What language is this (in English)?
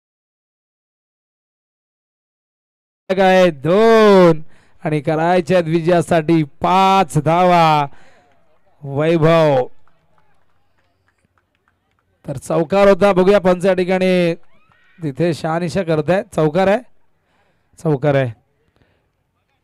Marathi